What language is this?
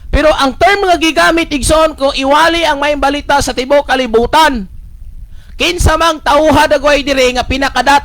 Cebuano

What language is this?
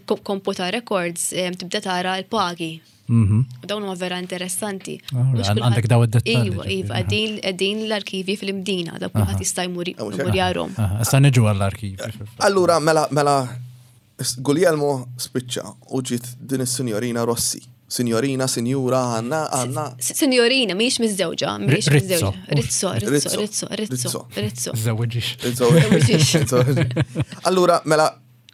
Maltese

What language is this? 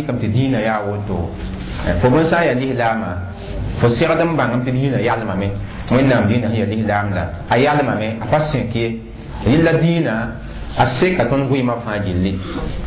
Mossi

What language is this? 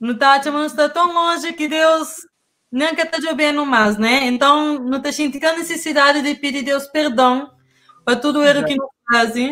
Kabuverdianu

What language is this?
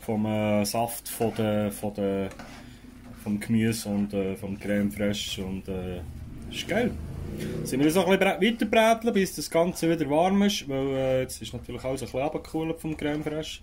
Swiss German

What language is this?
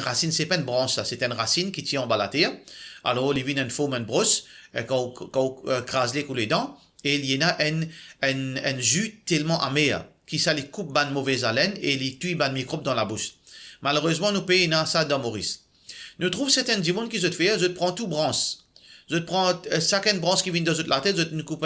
Morisyen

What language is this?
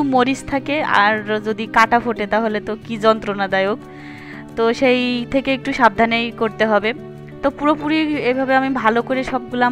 Bangla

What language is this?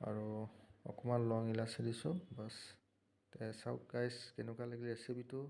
Assamese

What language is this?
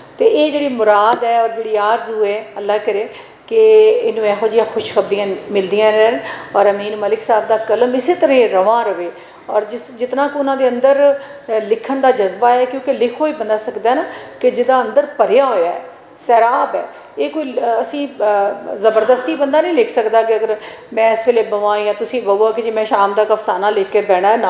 Western Panjabi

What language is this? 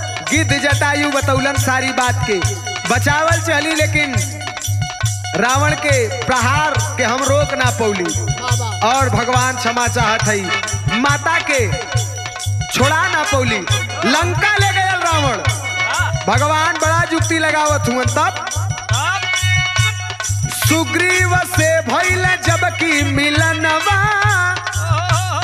Bhojpuri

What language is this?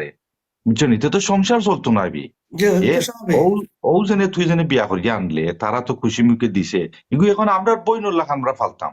Sylheti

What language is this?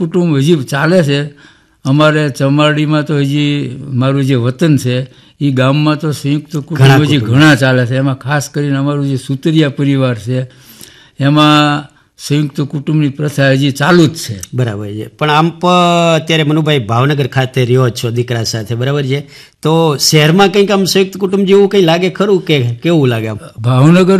Gujarati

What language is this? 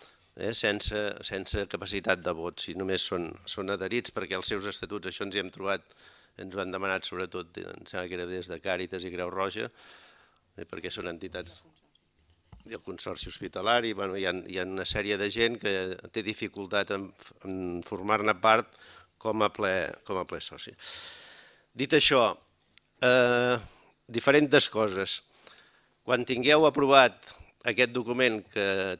Catalan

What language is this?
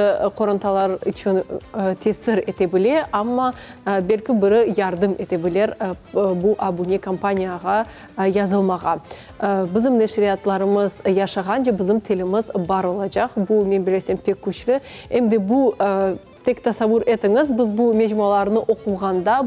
Crimean Tatar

